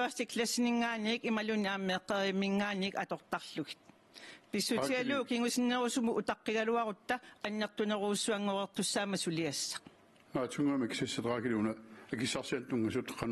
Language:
Kalaallisut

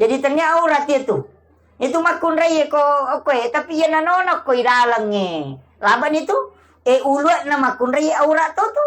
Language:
Buginese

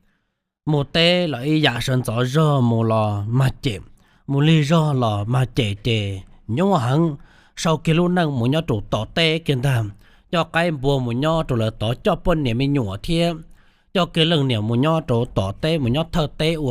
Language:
Hmong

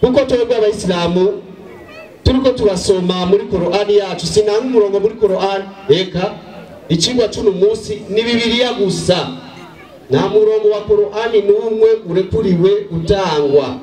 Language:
Rundi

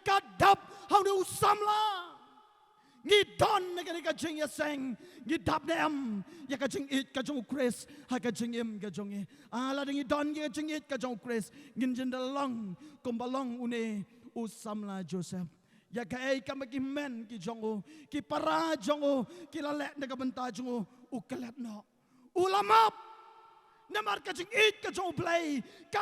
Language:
Khasi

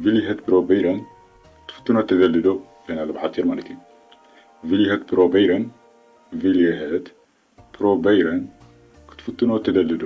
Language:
Tigrinya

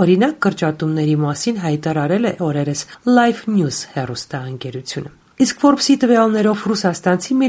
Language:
Armenian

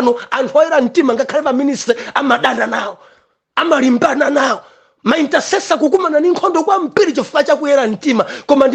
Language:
Nyanja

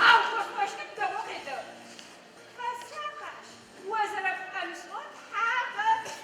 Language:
Adyghe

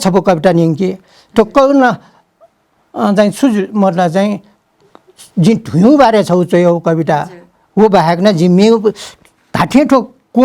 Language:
Newari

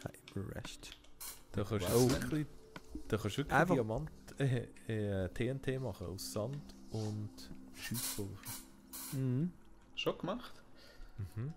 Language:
Swiss German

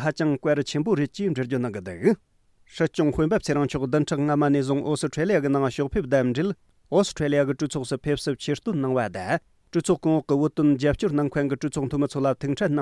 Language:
Tibetan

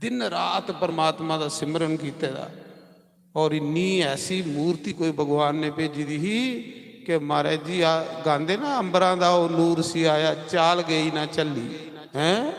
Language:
Dogri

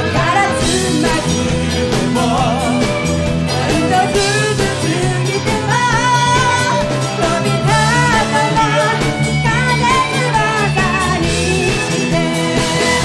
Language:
Japanese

